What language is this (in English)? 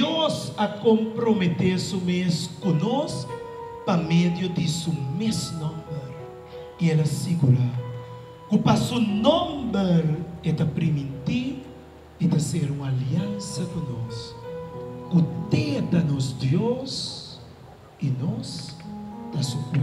Papiamento